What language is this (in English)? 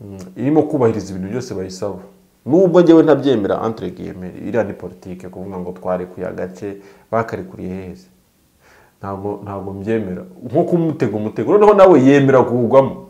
Kinyarwanda